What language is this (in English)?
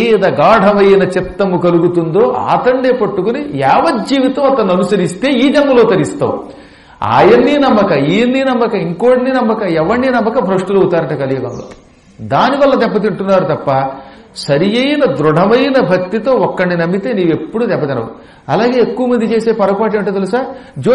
Telugu